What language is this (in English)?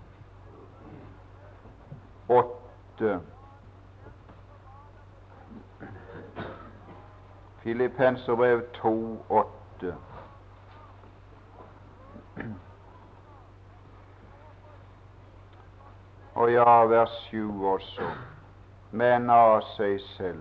Norwegian